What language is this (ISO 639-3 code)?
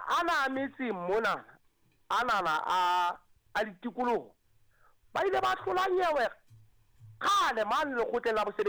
sot